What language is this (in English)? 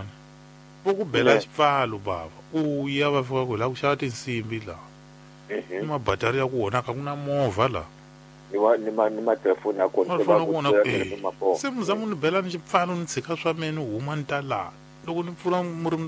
Tsonga